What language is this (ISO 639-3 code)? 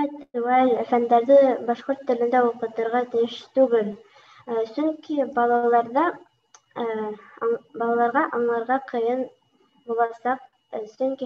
bak